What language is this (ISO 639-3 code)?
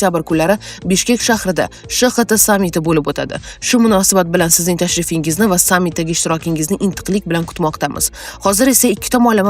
uzb